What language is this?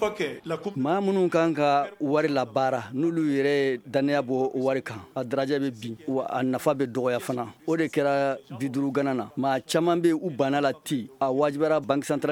Bambara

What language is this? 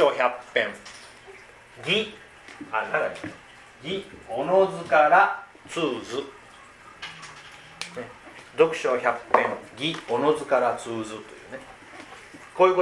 Japanese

